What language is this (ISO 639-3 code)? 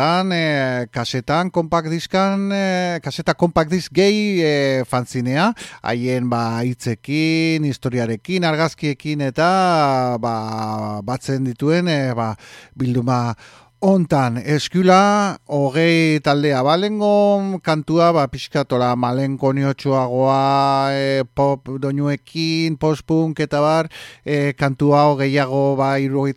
eus